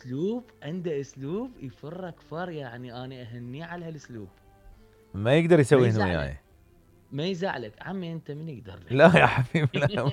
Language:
Mesopotamian Arabic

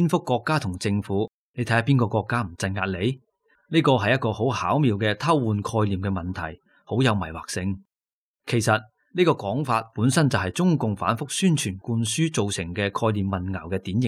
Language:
Cantonese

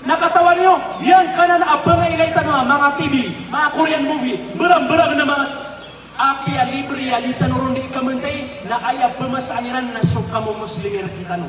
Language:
Maranao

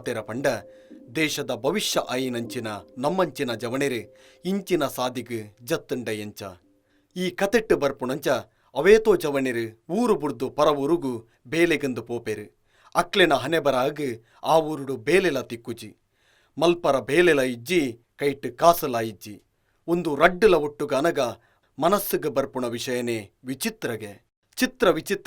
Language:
Tulu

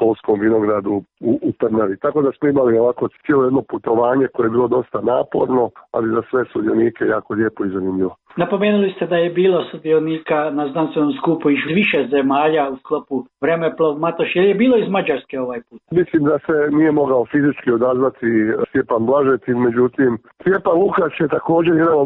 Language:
Croatian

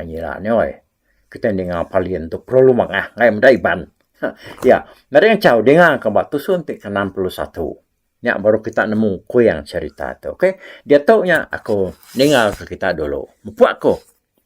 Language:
Iban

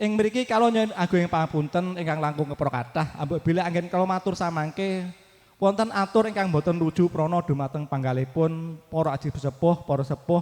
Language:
Javanese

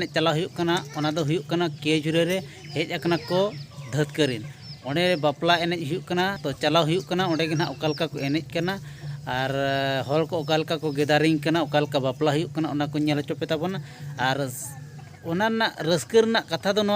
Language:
Santali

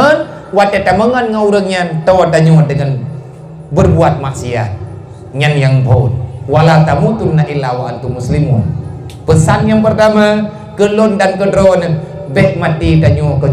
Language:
Achinese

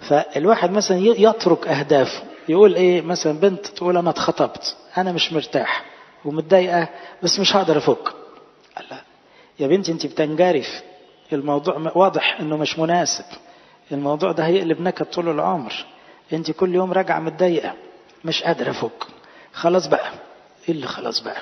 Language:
Egyptian Arabic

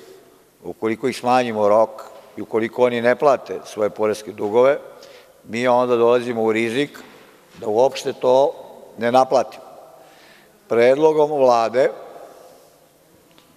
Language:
Serbian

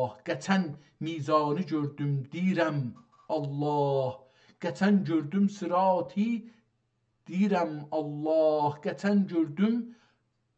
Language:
South Azerbaijani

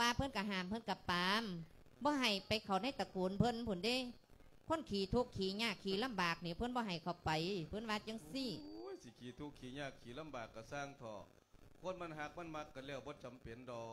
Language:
Lao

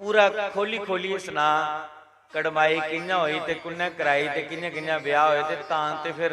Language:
Dogri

